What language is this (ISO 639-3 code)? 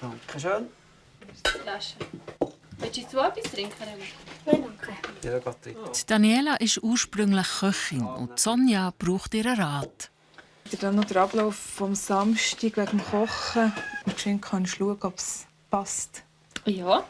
gsw